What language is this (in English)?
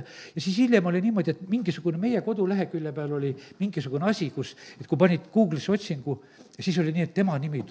Estonian